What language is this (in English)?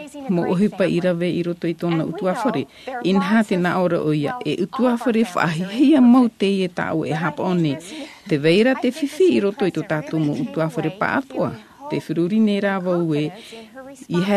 Tahitian